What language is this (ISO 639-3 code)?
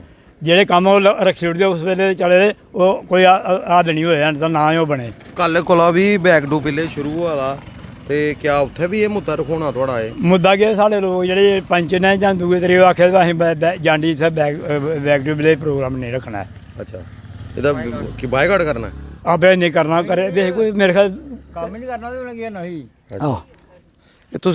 doi